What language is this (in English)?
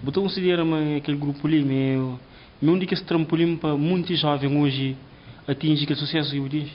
Kabuverdianu